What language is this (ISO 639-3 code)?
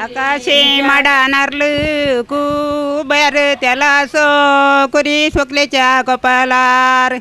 kok